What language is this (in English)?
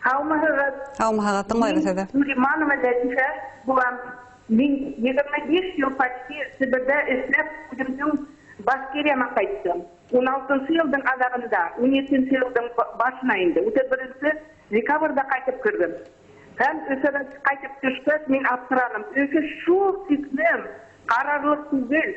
Bashkir